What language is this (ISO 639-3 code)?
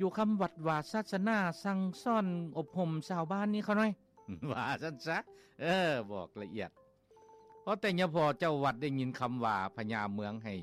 lao